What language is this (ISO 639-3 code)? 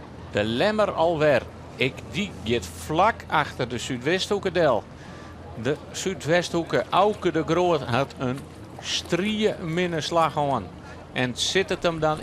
fry